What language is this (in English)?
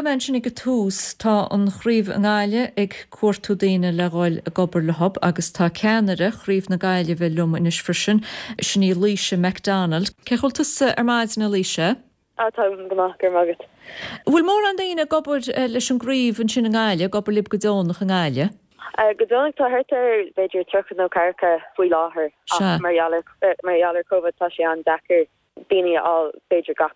Irish